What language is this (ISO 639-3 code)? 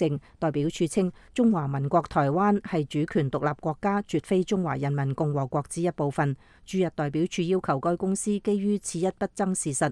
yue